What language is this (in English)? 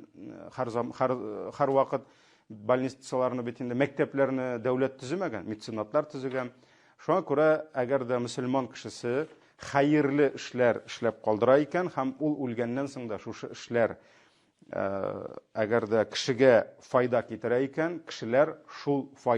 Tatar